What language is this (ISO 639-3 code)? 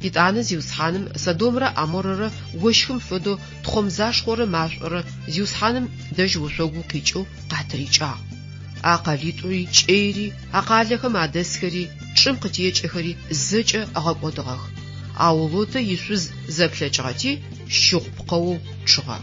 ady